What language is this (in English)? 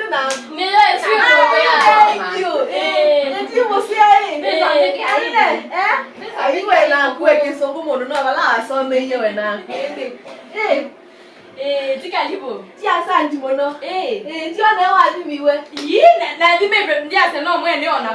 Kamba